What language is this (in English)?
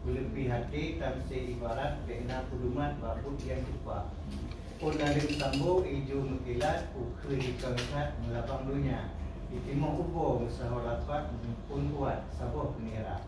Achinese